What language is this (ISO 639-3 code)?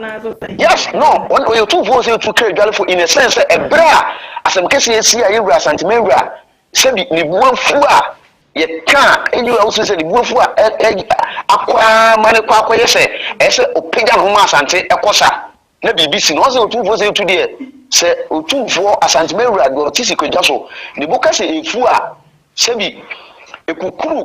aka